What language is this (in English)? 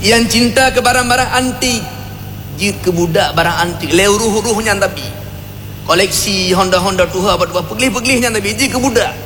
Achinese